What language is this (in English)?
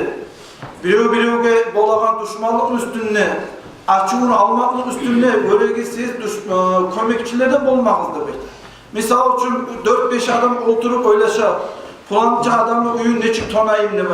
Kumyk